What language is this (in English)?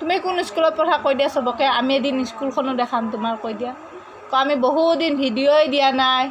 Assamese